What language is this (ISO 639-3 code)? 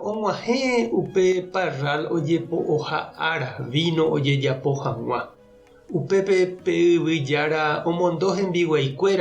grn